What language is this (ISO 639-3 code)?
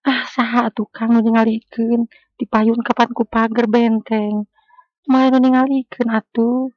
sun